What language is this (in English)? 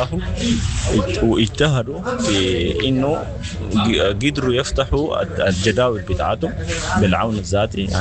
Sudanese Arabic